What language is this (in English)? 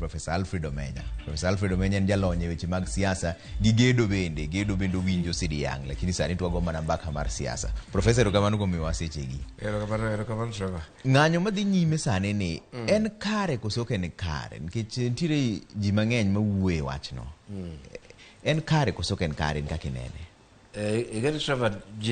Luo (Kenya and Tanzania)